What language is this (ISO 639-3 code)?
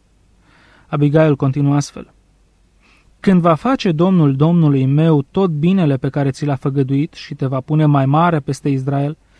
ron